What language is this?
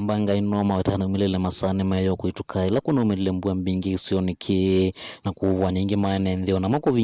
Kamba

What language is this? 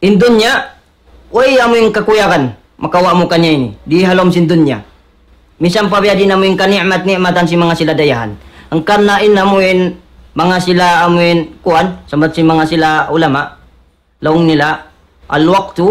Tausug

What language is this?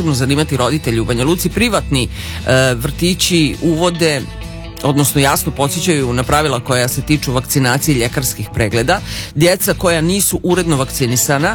Serbian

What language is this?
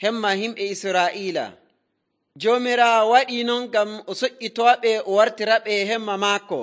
Nigerian Fulfulde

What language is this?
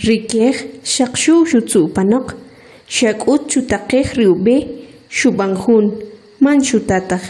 Kʼicheʼ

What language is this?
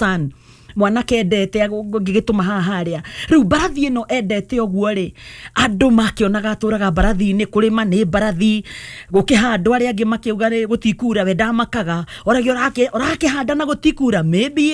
Kikuyu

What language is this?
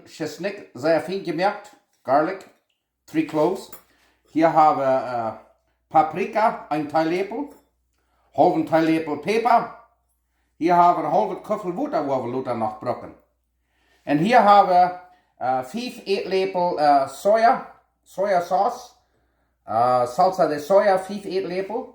Plautdietsch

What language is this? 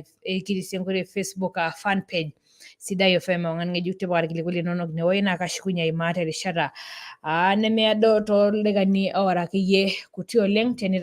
Masai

